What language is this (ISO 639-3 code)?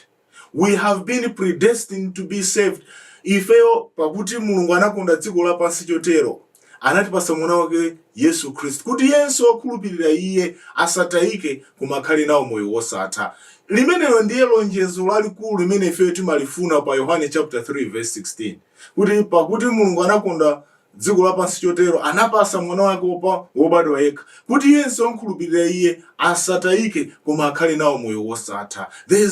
nya